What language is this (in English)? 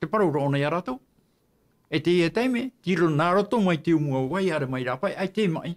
Tahitian